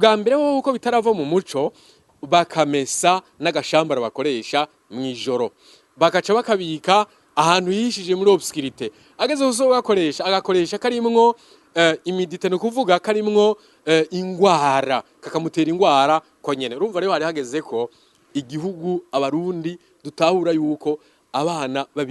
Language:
Rundi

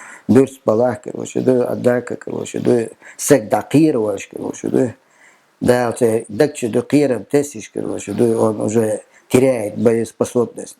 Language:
Chechen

